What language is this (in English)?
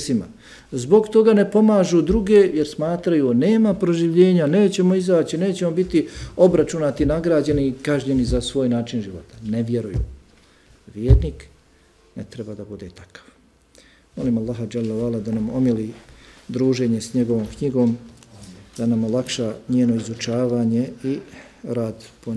Bosnian